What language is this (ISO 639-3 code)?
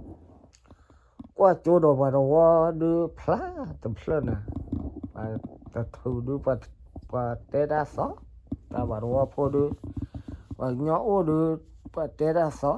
ksw